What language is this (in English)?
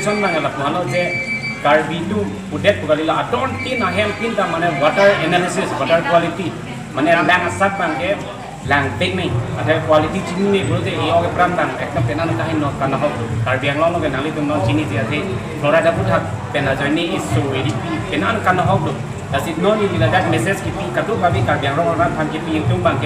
Karbi